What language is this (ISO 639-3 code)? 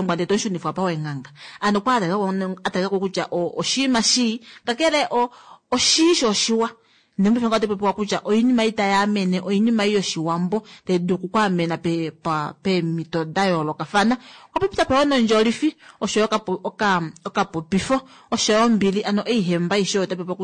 kua